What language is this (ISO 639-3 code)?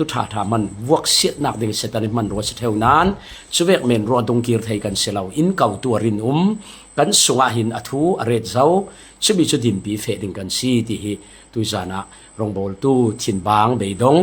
cfm